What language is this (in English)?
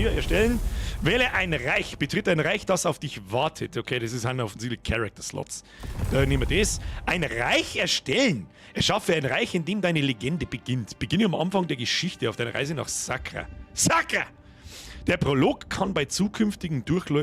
Bavarian